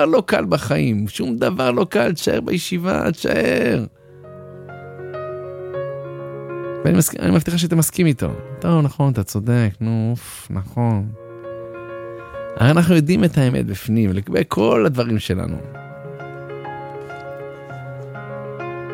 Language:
Hebrew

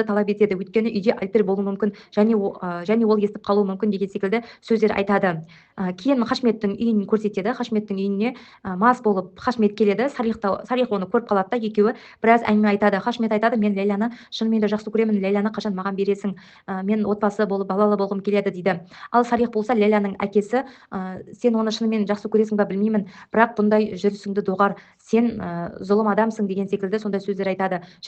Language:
Kazakh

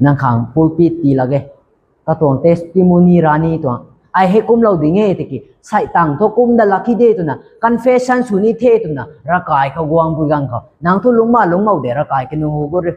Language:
Rongmei Naga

